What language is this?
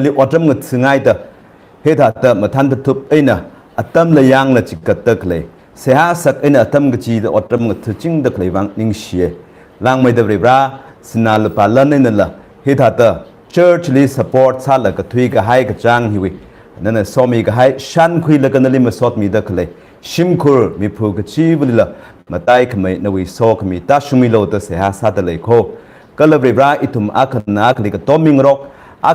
Tangkhul Naga (India)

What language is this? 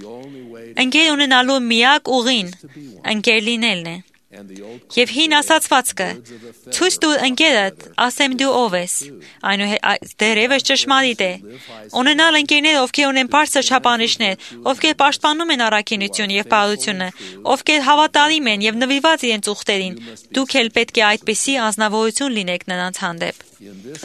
Armenian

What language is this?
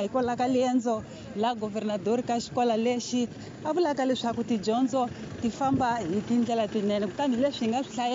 Tsonga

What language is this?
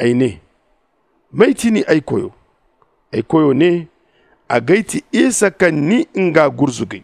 Zarma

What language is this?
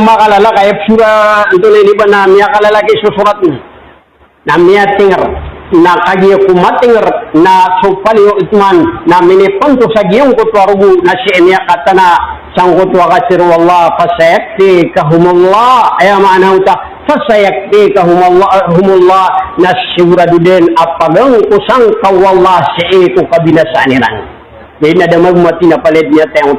Maranao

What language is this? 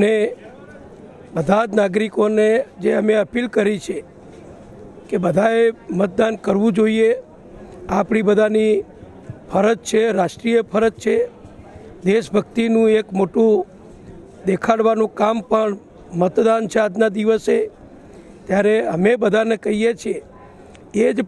Gujarati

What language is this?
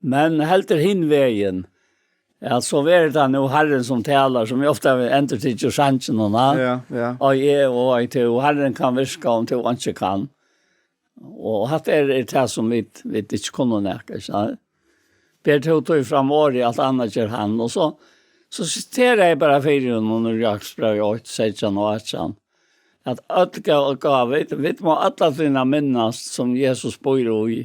Faroese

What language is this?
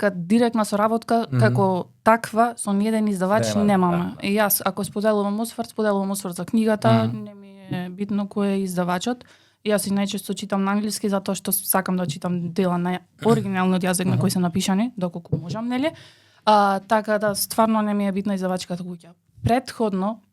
Macedonian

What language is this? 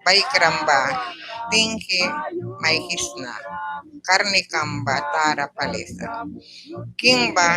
Mískito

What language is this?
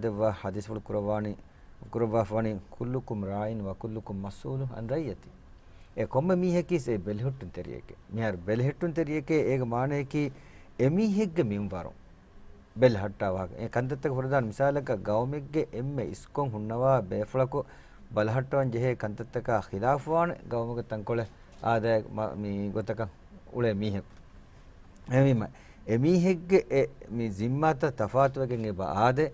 Divehi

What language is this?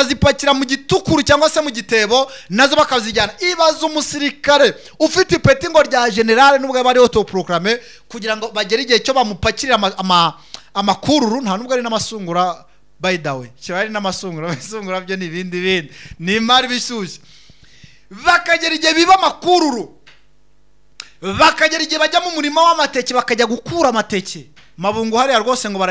Kinyarwanda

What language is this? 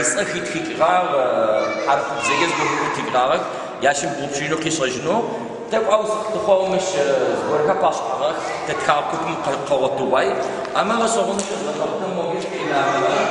Adyghe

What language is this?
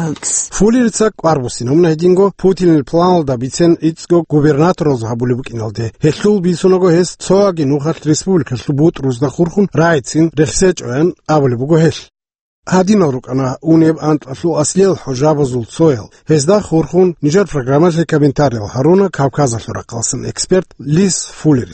Avaric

